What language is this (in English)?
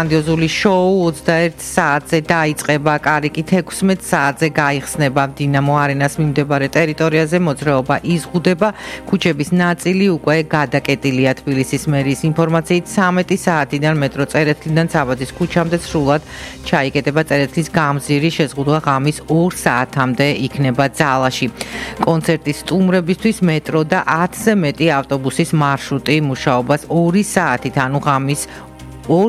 Georgian